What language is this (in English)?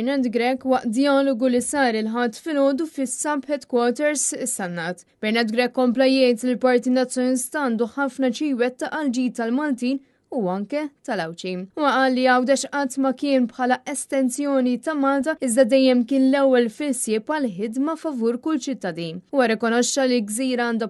Maltese